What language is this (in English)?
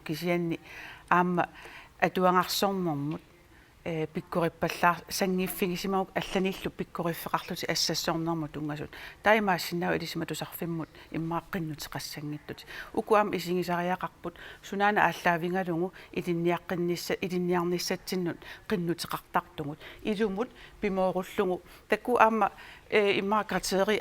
Kalaallisut